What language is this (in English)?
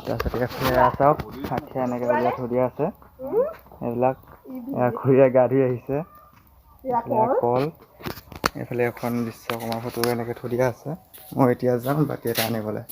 Assamese